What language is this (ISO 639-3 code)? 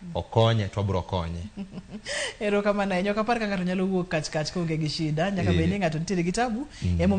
luo